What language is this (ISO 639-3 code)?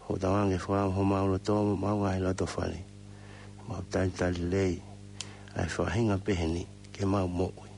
ton